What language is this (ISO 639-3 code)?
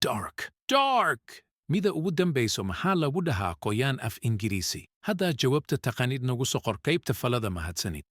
som